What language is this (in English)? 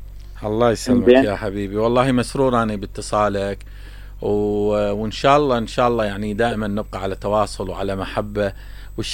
Mesopotamian Arabic